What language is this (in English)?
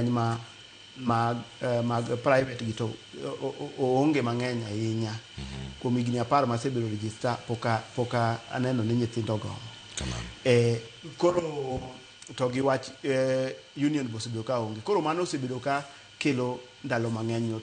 Luo (Kenya and Tanzania)